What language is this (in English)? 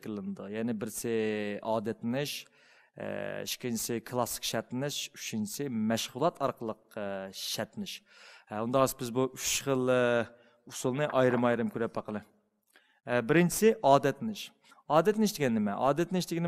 Uyghur